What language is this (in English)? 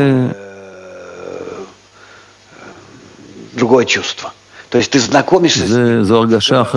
Hebrew